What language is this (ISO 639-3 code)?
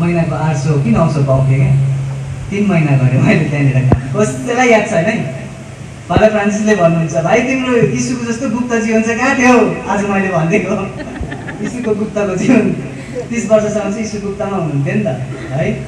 nep